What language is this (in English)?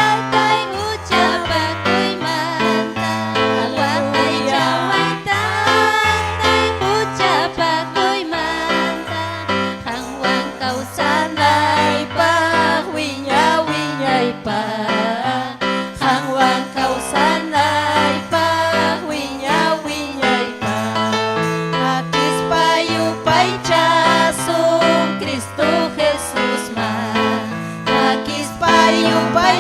Ayacucho Quechua